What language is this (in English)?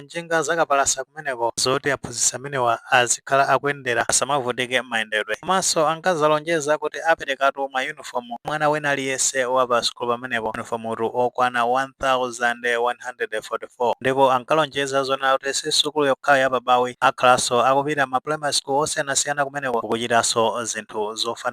Nyanja